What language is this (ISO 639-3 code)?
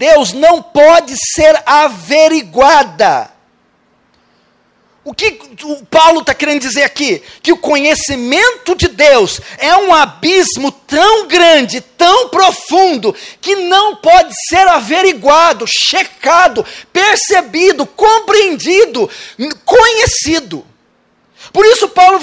por